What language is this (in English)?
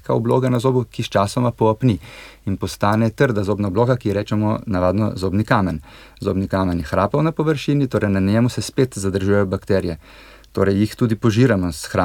Slovenian